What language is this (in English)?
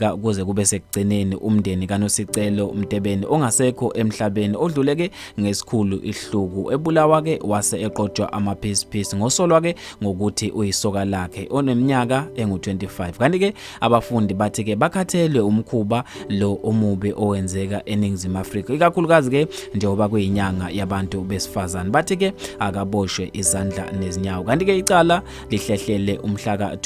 Zulu